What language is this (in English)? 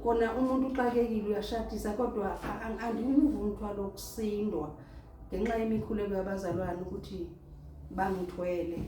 Zulu